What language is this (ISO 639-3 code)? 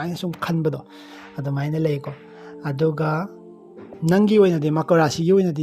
mni